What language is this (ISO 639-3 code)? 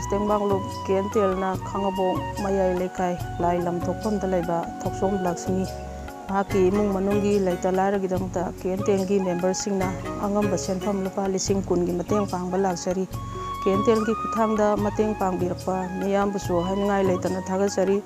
mni